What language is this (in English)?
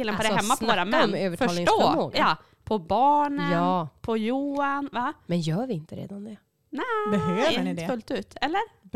Swedish